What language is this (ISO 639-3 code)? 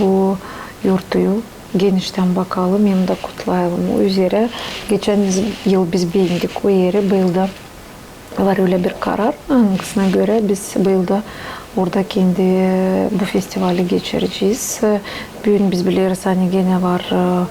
gag